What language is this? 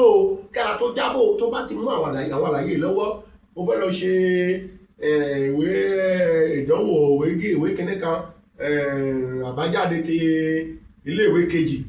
Yoruba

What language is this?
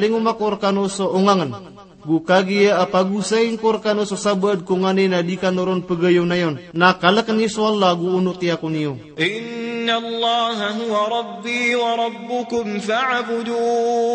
Maranao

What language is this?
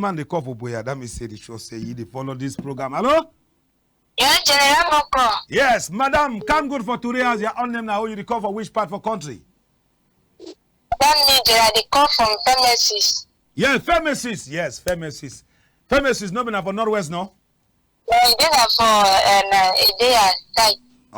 Cameroon Pidgin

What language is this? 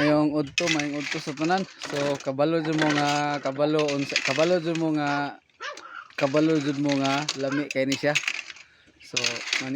Cebuano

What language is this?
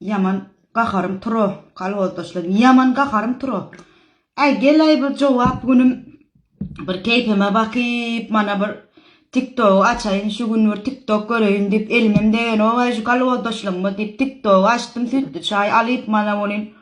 Turkmen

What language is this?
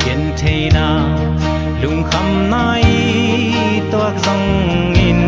Tedim Chin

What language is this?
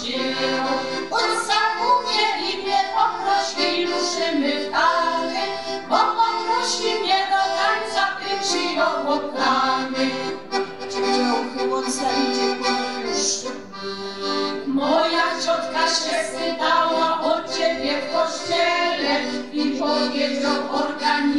Silesian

